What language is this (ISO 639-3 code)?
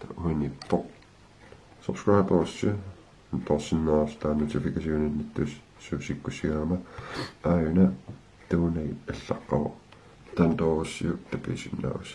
kal